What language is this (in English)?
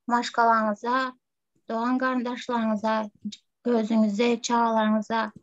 Turkmen